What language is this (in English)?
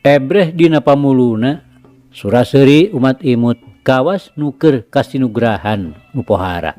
Sundanese